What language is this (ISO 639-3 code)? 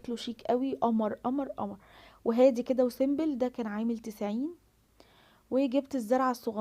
arz